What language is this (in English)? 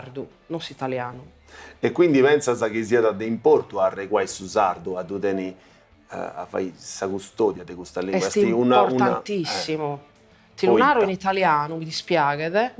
Sardinian